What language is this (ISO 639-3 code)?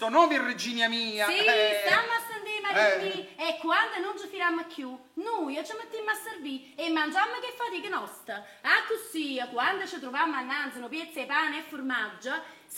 nap